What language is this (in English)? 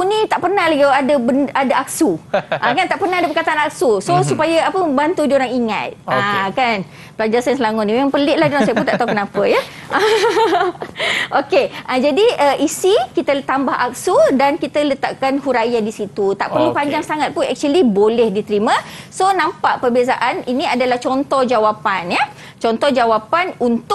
Malay